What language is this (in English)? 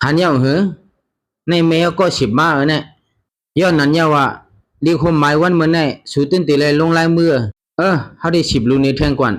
Shan